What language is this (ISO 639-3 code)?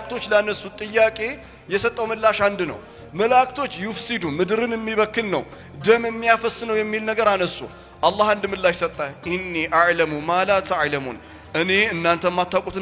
amh